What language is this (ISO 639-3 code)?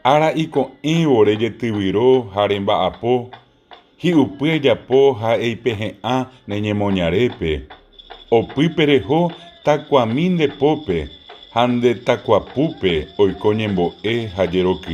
grn